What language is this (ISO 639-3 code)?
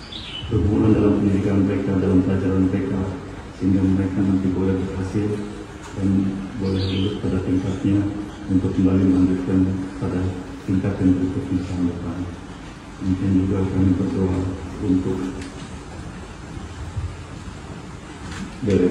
ind